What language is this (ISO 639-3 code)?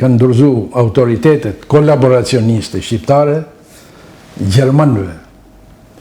sqi